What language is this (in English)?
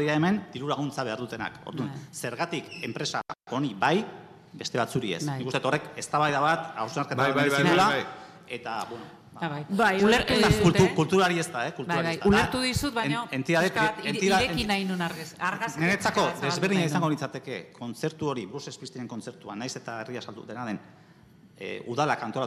Basque